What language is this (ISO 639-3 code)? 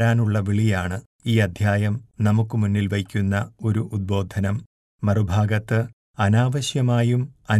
mal